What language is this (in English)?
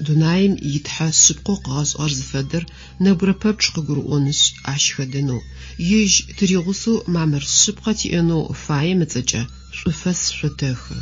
Adyghe